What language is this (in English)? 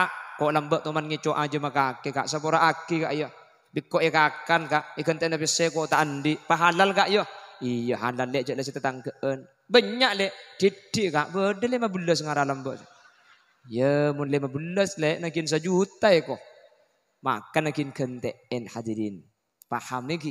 Madurese